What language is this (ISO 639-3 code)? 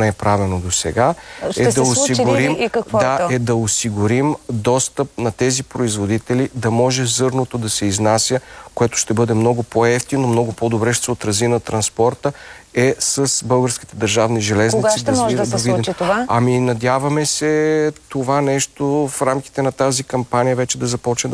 bul